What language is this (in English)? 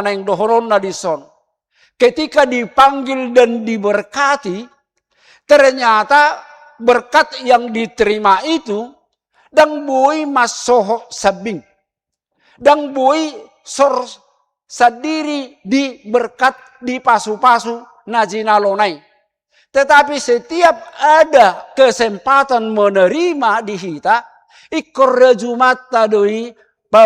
Batak Toba